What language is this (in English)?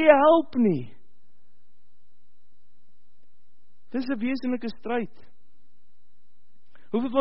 Afrikaans